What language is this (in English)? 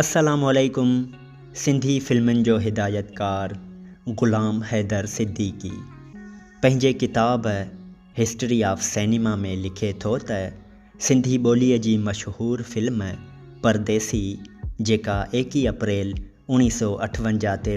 Sindhi